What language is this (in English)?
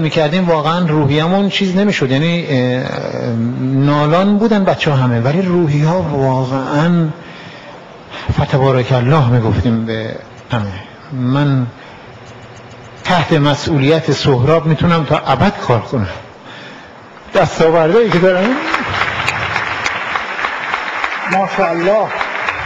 Persian